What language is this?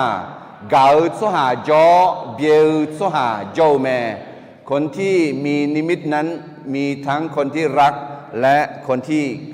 Akha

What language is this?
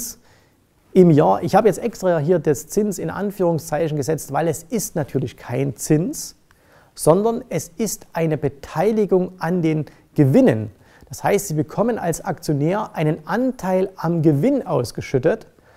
German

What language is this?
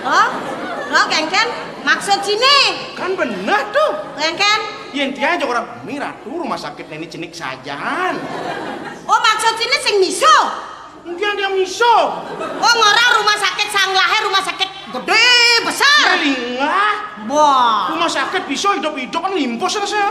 Balinese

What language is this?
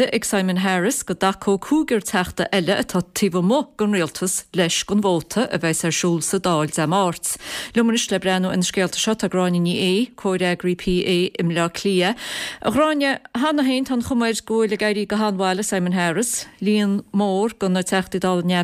Irish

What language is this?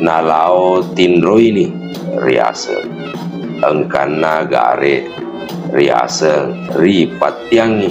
Buginese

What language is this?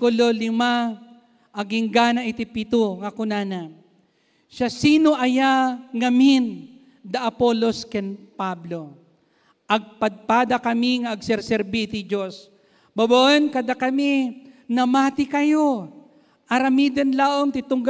Iloko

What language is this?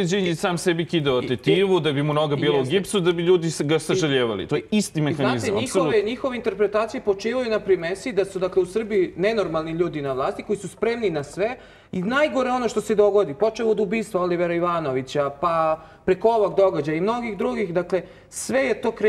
Serbian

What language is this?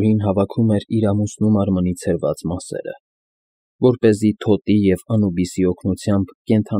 Armenian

